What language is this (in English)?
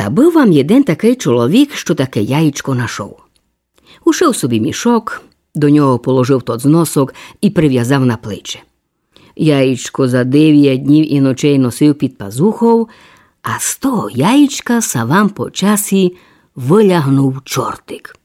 Rusyn